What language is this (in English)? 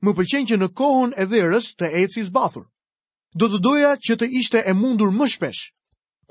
Albanian